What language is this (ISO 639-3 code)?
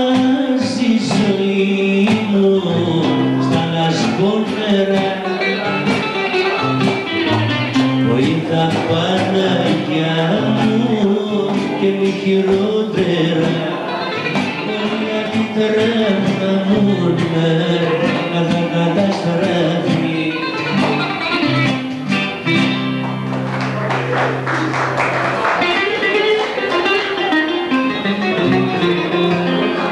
ell